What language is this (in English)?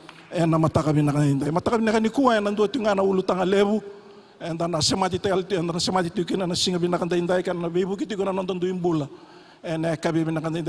Fijian